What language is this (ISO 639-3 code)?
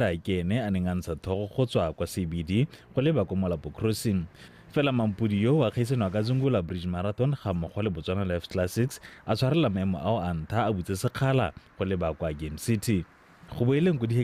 tsn